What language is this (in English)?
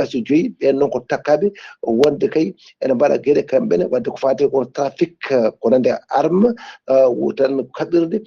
Fula